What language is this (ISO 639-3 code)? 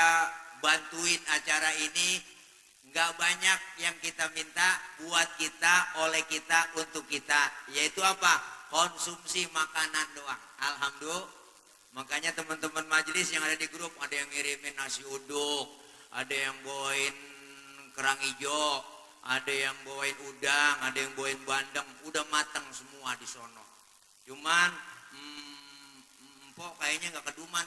bew